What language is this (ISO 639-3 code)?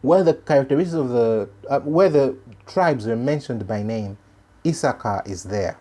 eng